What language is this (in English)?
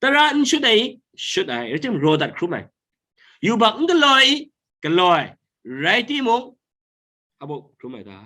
Kachin